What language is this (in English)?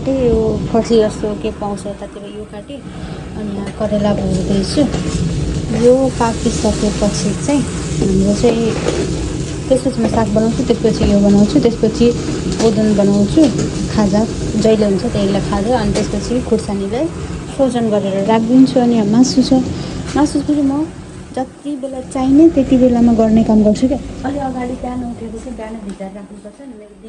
Nepali